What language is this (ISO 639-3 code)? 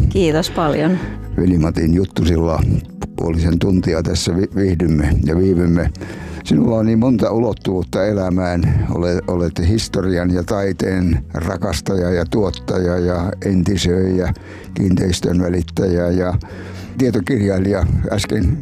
fin